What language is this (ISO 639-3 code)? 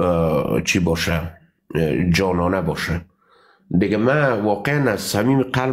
fas